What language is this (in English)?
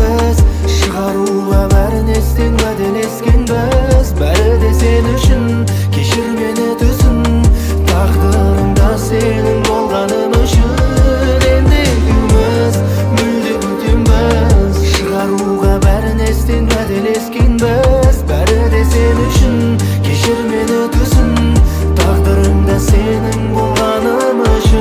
Kazakh